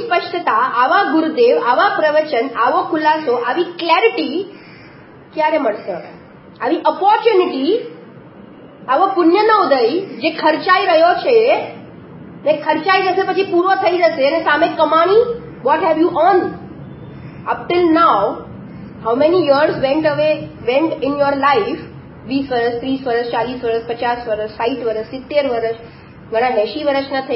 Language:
Gujarati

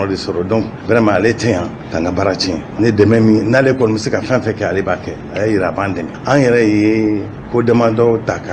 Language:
Bambara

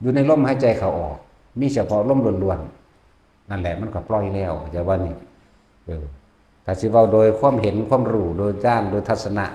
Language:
Northeastern Thai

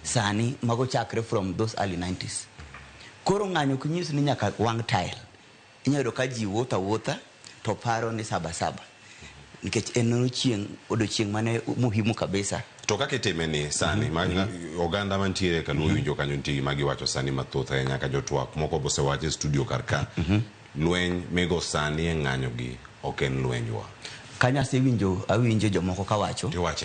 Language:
Luo (Kenya and Tanzania)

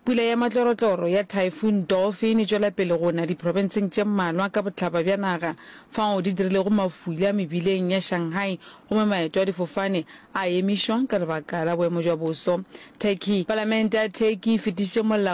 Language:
Northern Sotho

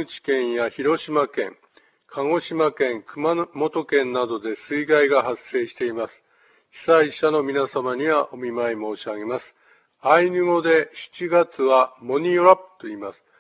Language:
Japanese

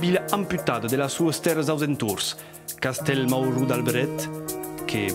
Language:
Occitan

